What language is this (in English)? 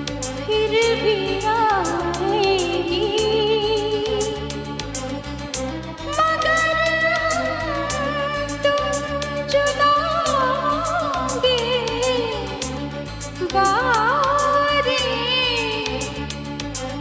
Hindi